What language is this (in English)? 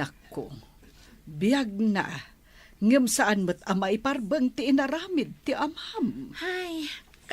Iloko